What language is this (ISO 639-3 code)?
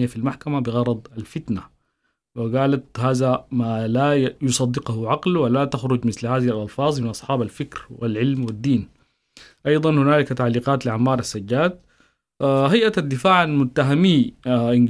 apd